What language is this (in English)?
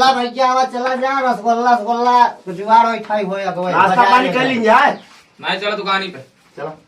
Awadhi